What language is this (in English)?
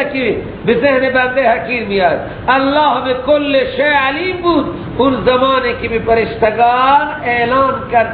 Persian